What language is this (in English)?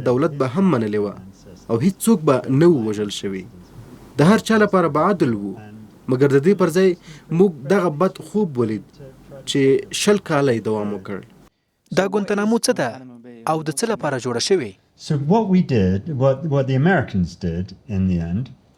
Pashto